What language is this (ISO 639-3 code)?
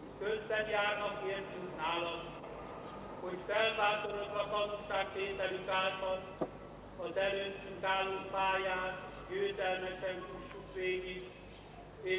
hun